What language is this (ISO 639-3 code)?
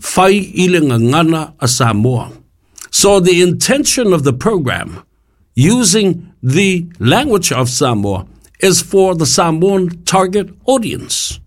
smo